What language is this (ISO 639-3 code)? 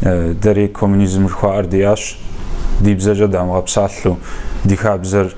kbd